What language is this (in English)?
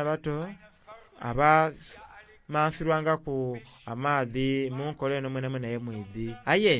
Soga